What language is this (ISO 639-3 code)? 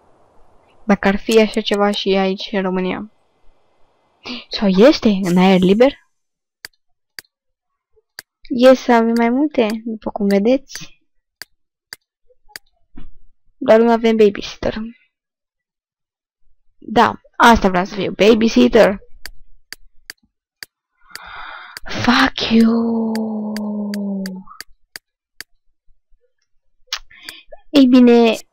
ron